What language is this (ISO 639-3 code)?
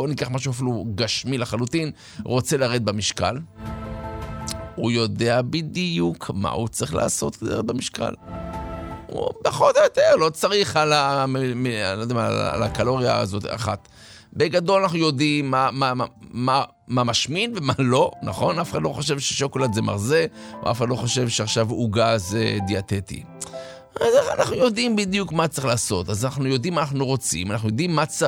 heb